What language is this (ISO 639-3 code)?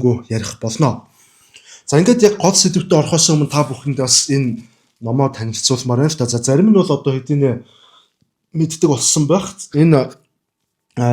mon